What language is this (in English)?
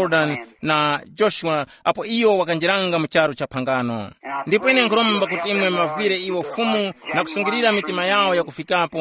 Tumbuka